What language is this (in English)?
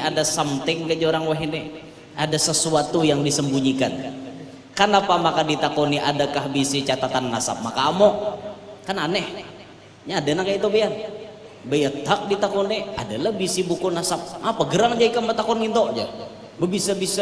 Banjar